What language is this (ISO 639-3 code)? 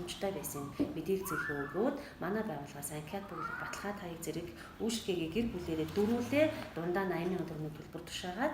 mon